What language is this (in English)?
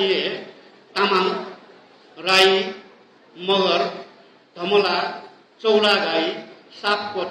Newari